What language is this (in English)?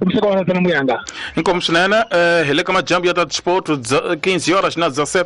Tsonga